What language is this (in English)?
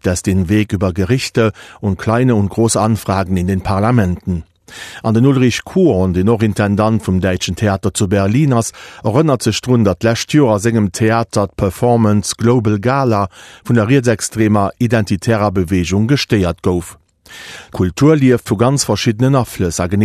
Luxembourgish